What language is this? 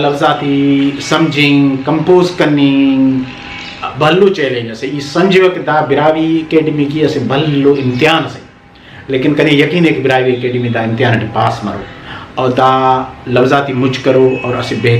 Brahui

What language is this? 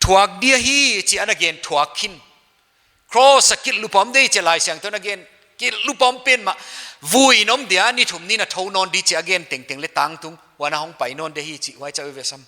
Paite Chin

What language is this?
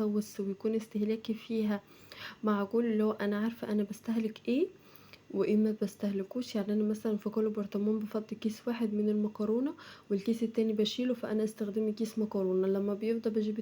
Egyptian Arabic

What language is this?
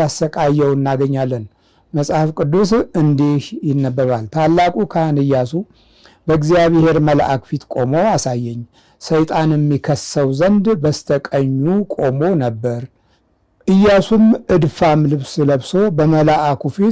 Amharic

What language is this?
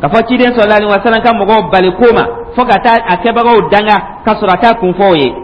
Dyula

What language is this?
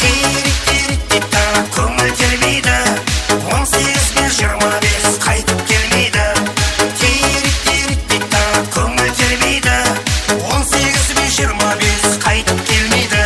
Kara-Kalpak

